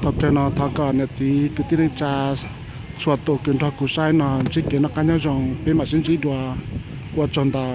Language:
Hmong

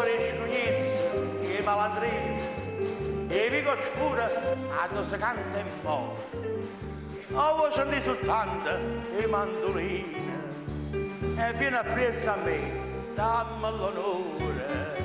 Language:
Neapolitan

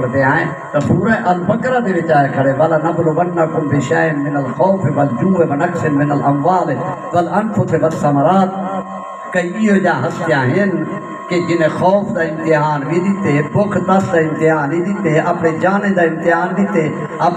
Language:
Saraiki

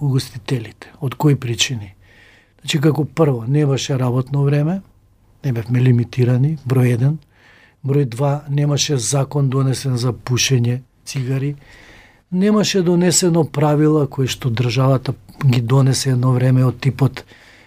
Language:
Macedonian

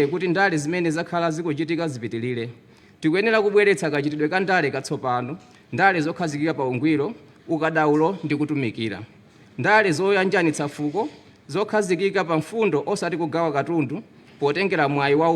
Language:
Nyanja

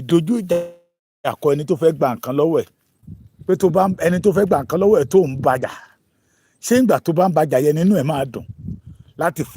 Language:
Yoruba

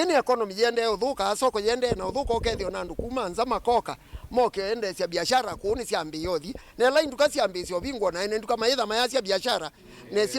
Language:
Kamba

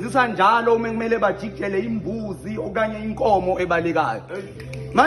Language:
Zulu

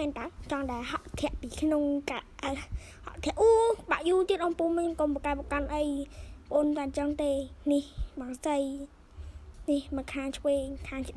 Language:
Khmer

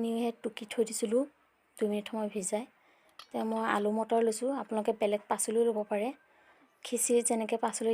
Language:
Assamese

